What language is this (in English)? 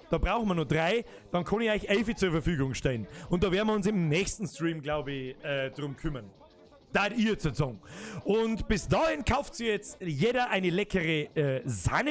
Bavarian